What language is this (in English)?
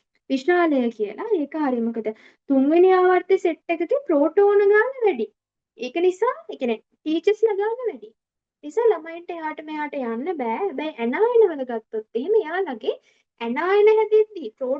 Sinhala